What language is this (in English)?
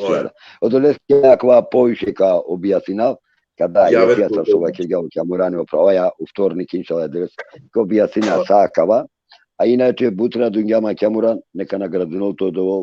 Balkan Romani